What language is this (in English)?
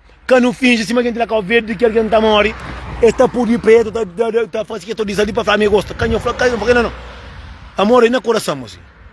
Kabuverdianu